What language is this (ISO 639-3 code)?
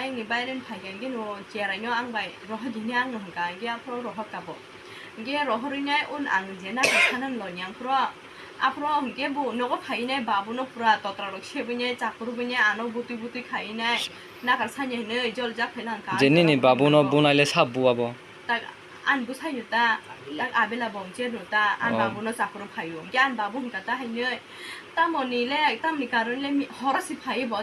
trp